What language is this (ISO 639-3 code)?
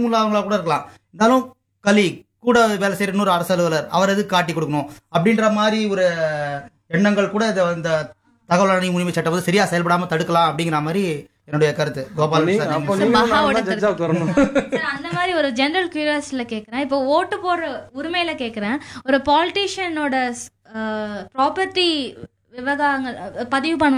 tam